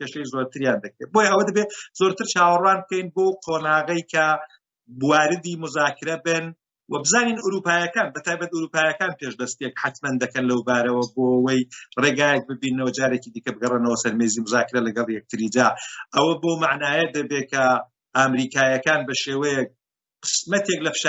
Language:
Central Kurdish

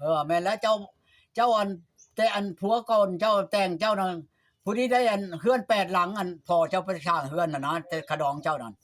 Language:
Northeastern Thai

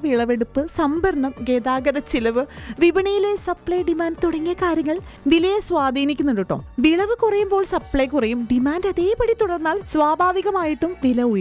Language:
Malayalam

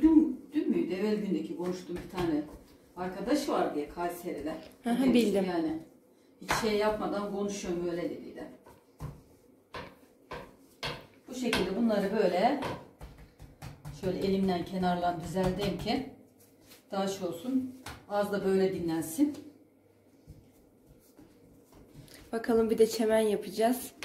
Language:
Turkish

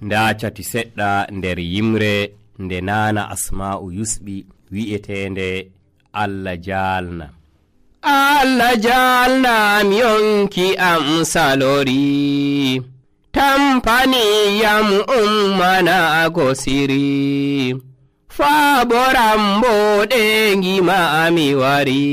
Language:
Nigerian Fulfulde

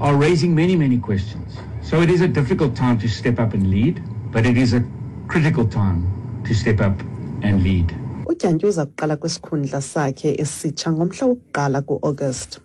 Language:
Xhosa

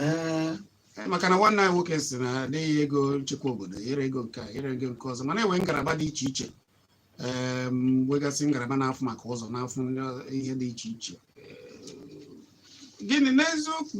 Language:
Igbo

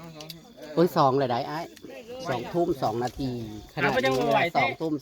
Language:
Northeastern Thai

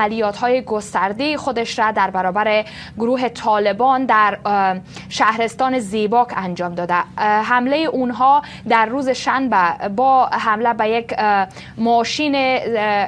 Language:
Persian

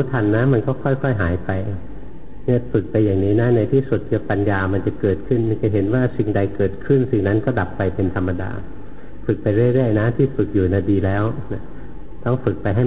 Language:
Thai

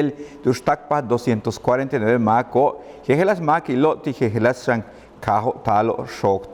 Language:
Yucateco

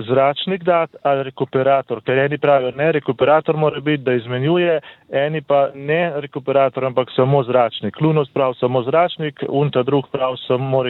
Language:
Slovenian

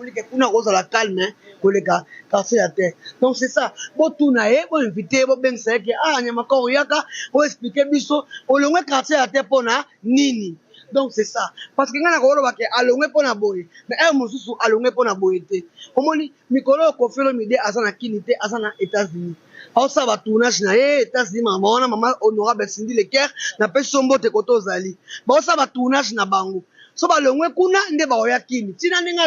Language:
Lingala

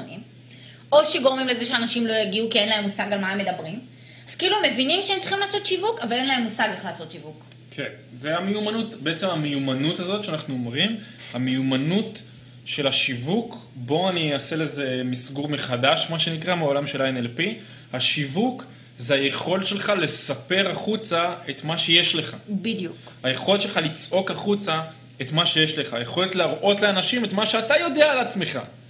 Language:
Hebrew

